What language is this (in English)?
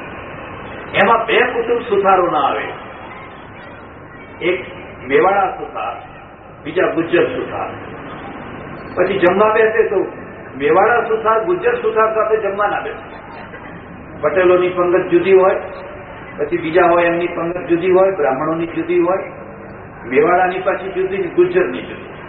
Gujarati